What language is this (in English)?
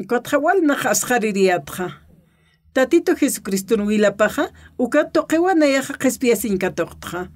Aymara